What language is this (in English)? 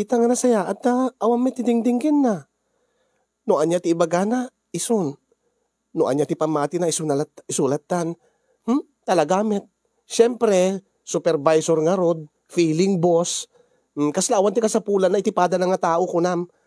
Iloko